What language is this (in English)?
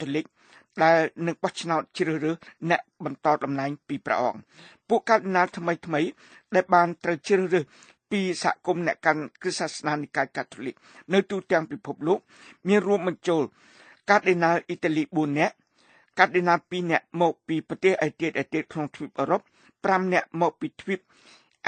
Khmer